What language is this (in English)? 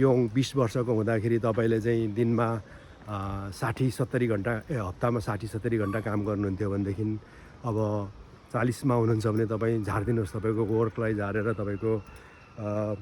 Nepali